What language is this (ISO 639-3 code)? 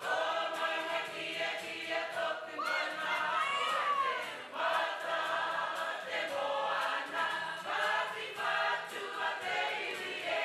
mri